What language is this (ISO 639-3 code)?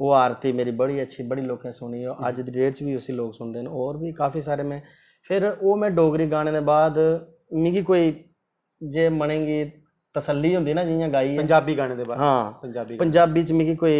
doi